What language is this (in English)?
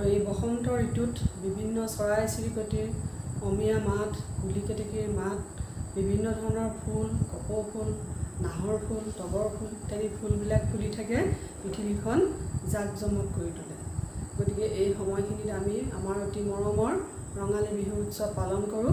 Assamese